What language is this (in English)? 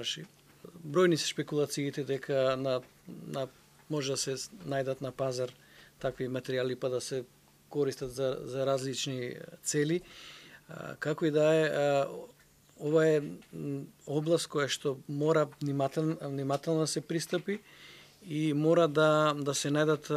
Macedonian